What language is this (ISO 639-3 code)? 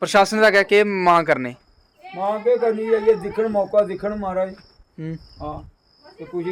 doi